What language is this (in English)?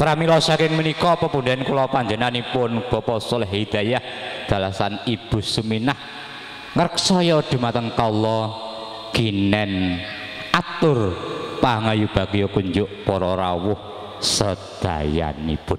Javanese